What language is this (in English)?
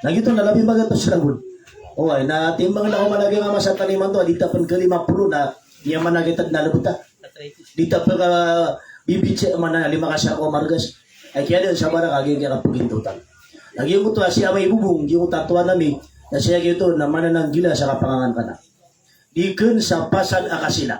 Maranao